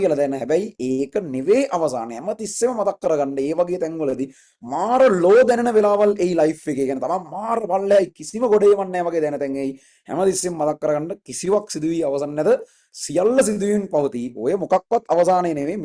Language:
Sinhala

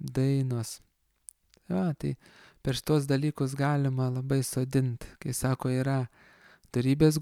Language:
Lithuanian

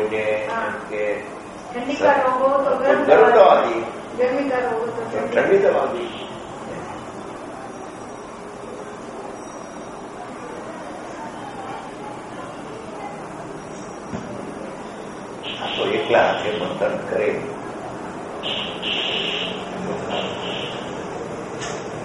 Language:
Gujarati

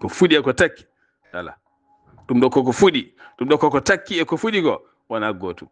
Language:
Fula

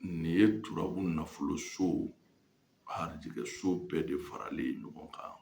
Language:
Bambara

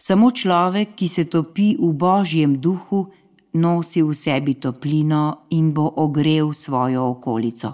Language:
Slovenian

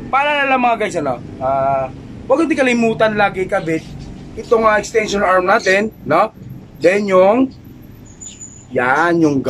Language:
Filipino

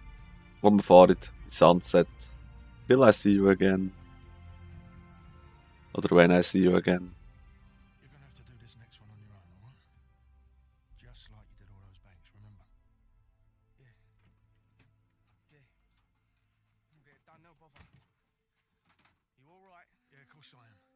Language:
German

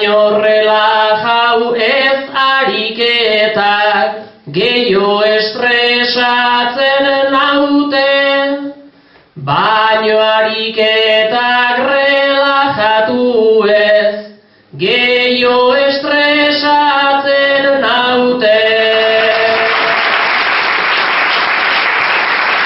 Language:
Basque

